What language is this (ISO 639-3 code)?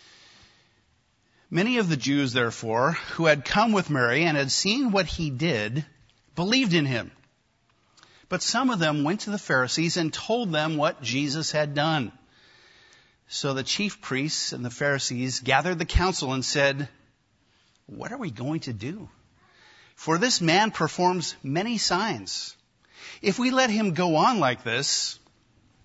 eng